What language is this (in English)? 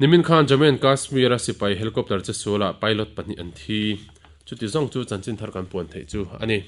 Mizo